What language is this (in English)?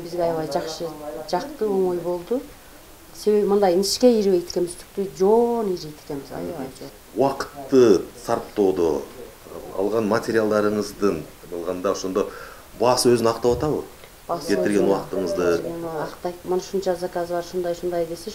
Kyrgyz